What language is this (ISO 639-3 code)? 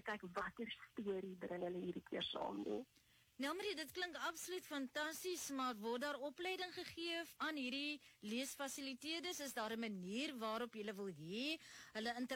afr